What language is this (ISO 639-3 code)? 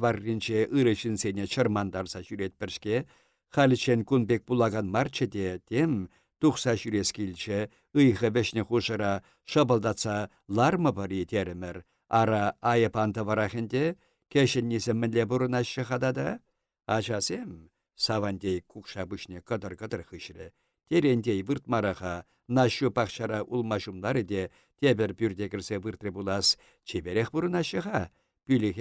chv